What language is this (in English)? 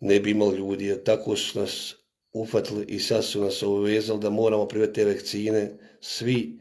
Bosnian